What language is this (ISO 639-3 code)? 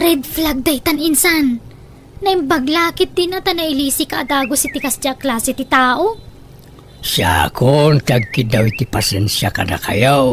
ilo